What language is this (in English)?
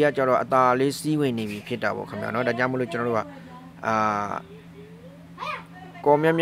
Burmese